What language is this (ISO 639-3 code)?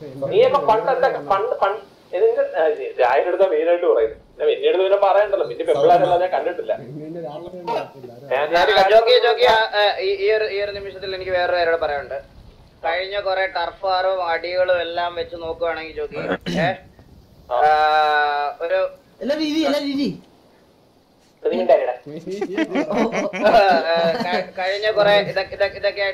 mal